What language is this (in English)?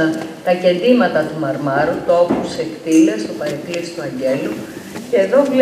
Greek